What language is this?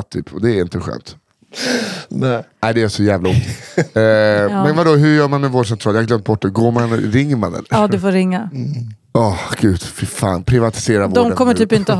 Swedish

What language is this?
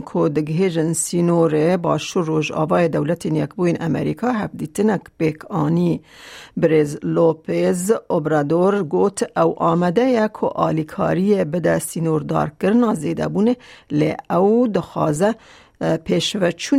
Kurdish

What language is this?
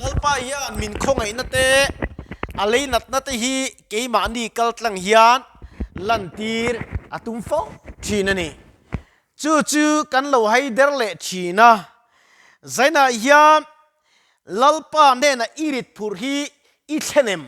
Mizo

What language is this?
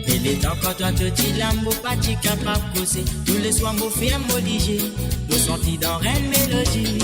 Morisyen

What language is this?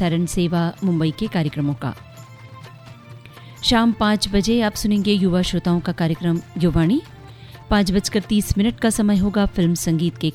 Hindi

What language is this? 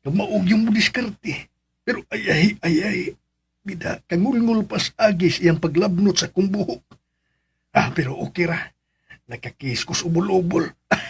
Cebuano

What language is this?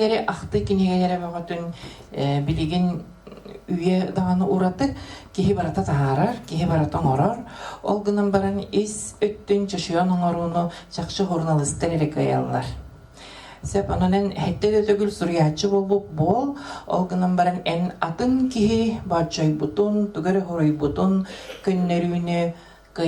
Yakut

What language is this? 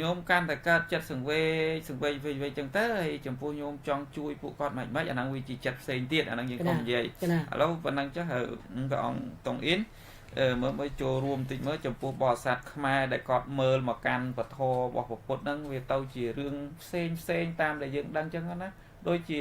Khmer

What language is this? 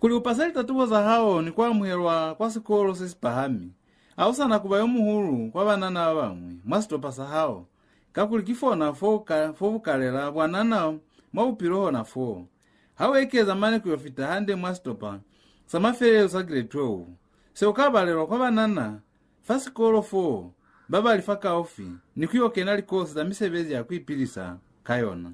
Lozi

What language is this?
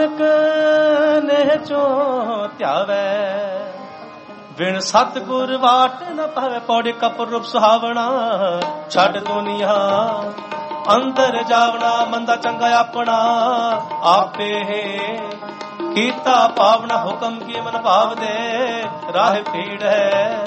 Punjabi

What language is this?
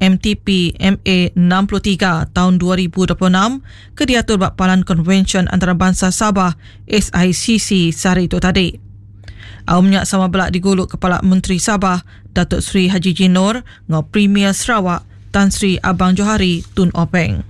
Iban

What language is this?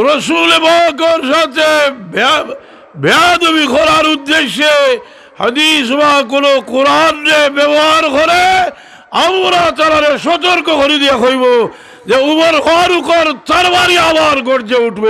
Sylheti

